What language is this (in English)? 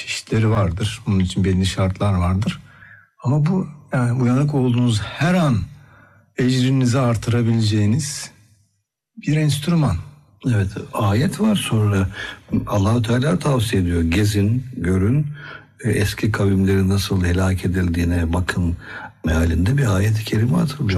Turkish